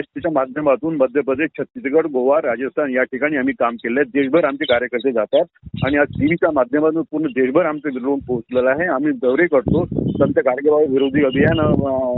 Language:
Marathi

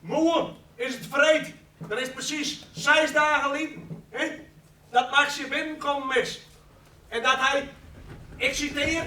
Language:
Western Frisian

